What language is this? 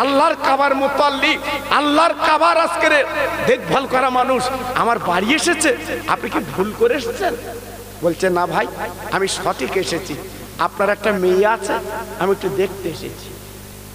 Bangla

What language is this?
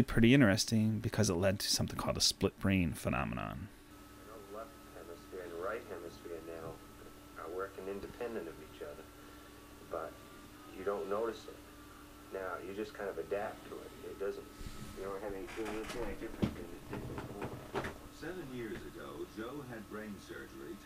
English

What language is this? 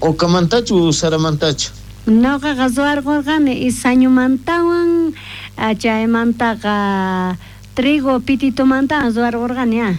South Bolivian Quechua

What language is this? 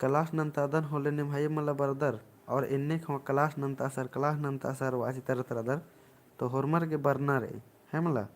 Kurukh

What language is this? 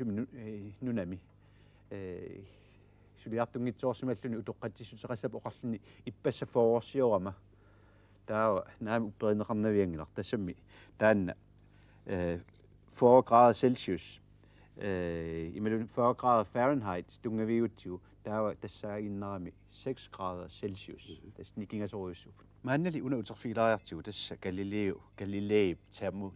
Kalaallisut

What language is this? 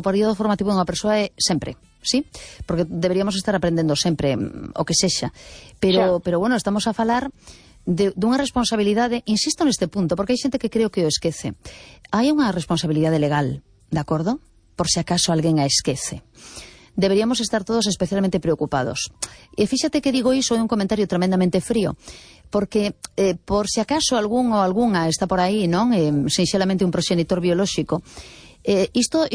Galician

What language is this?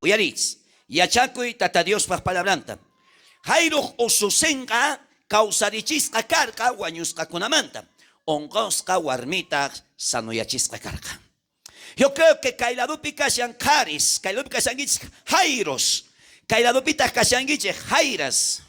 South Bolivian Quechua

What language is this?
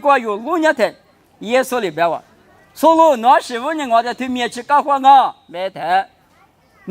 Lisu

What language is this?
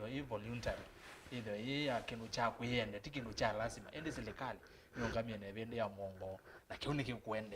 Kamba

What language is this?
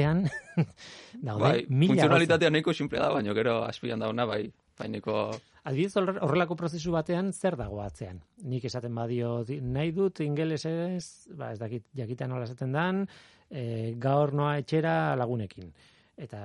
Basque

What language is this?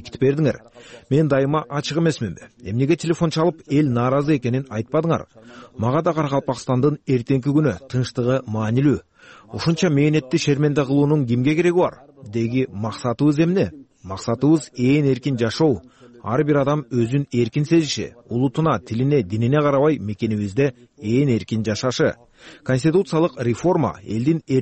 Kyrgyz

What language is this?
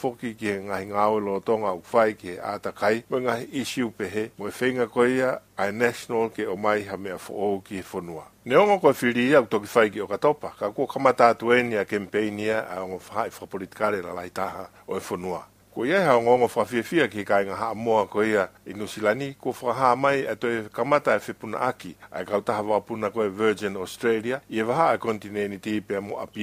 Tongan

